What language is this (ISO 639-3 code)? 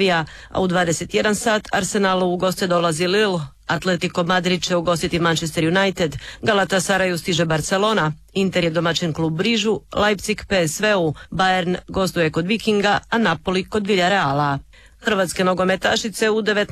hrv